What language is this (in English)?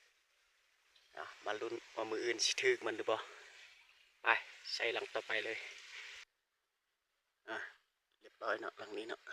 Lao